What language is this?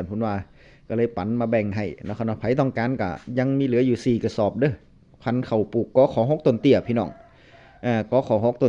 Northeastern Thai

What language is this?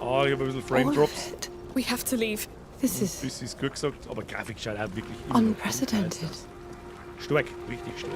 Bavarian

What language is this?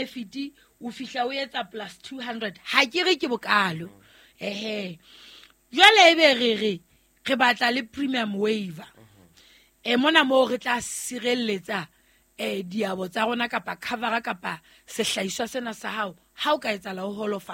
Southern Sotho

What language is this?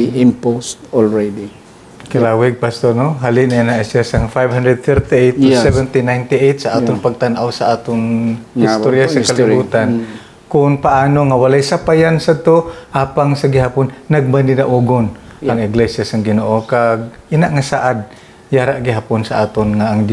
Hiligaynon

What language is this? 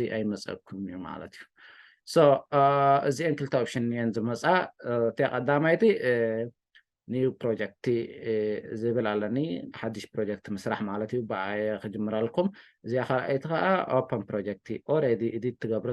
Tigrinya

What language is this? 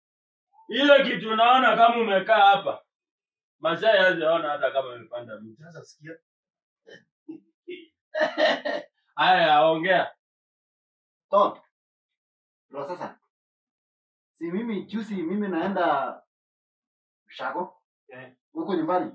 Swahili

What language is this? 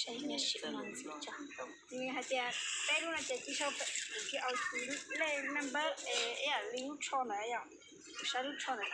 Hmong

